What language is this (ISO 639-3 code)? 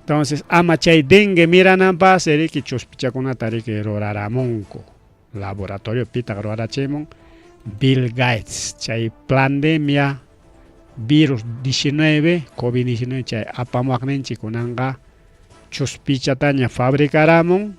quy